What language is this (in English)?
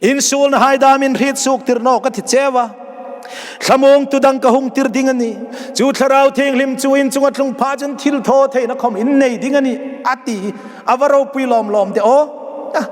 Hmar